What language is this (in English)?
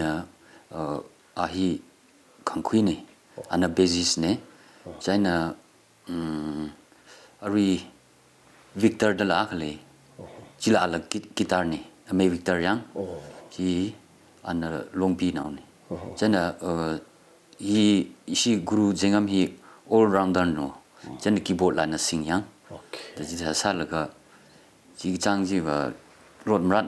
Tangkhul Naga (India)